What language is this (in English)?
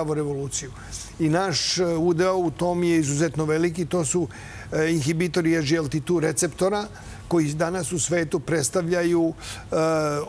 Serbian